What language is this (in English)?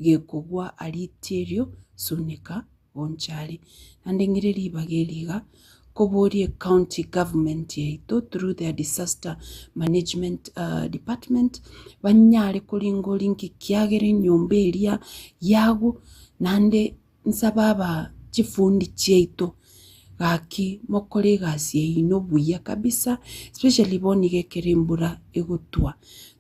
Gusii